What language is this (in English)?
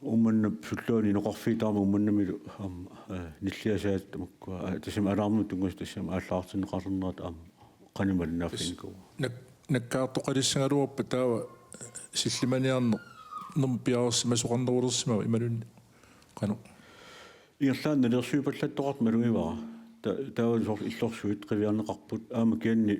Kalaallisut